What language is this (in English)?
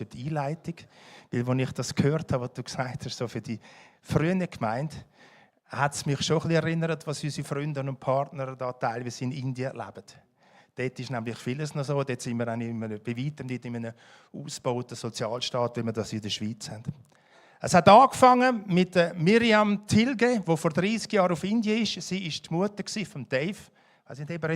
Swiss German